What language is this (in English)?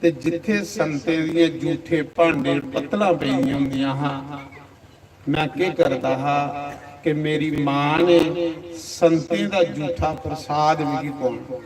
Dogri